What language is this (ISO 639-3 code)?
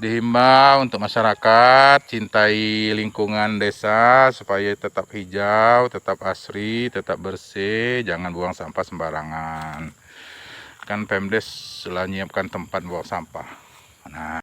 mui